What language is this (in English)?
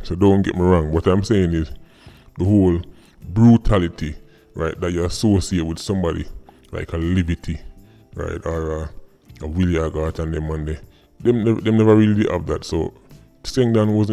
Jamaican Creole English